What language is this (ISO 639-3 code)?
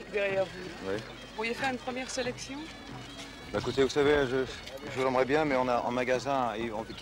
fra